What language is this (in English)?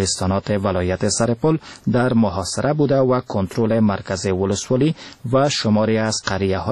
Persian